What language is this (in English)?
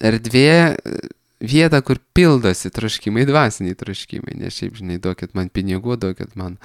Lithuanian